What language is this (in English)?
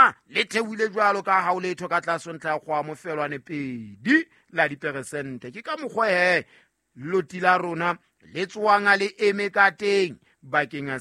Southern Sotho